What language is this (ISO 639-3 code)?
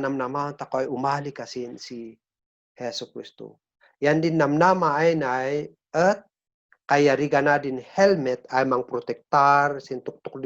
kne